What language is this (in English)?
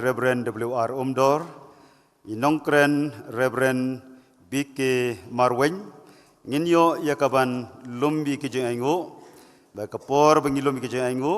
Khasi